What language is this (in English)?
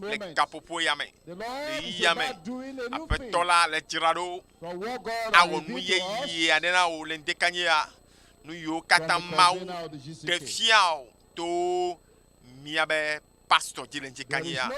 Ewe